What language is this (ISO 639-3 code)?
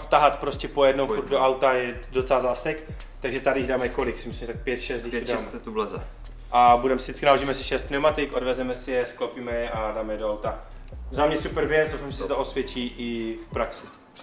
ces